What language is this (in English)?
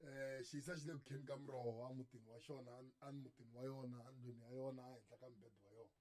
Tsonga